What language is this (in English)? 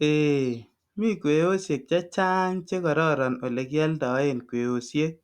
Kalenjin